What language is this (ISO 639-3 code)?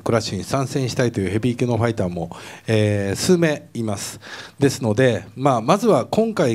jpn